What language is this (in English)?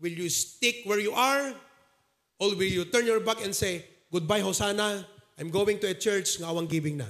Iloko